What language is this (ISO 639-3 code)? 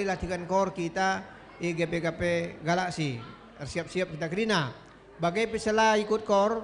btx